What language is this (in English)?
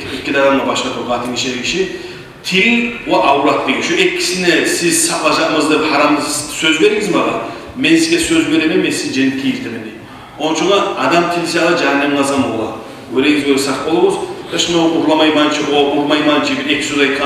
Kumyk